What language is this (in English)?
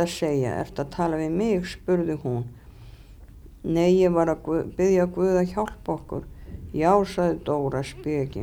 Icelandic